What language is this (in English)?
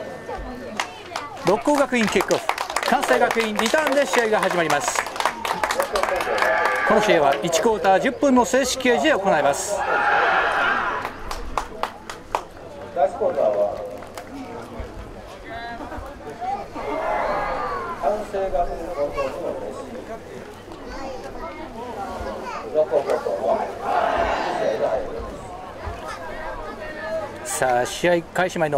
Japanese